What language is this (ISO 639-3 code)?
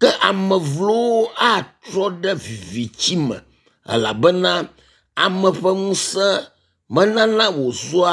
ewe